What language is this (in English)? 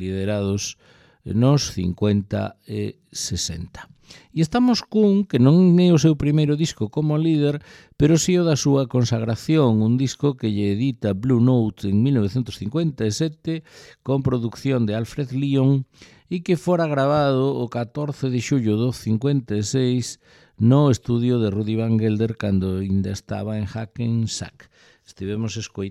Galician